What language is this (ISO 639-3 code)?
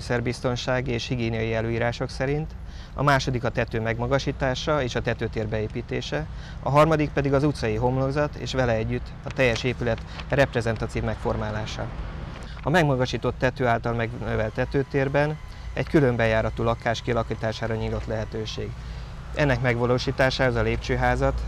hun